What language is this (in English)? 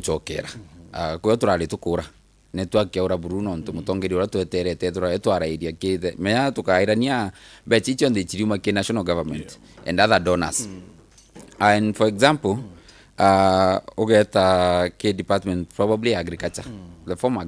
Meru